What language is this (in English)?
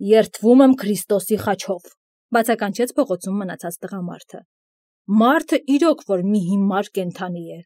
Armenian